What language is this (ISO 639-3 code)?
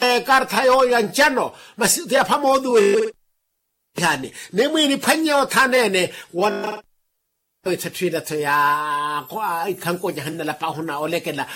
vmw